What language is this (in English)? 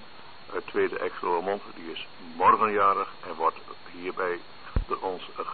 Dutch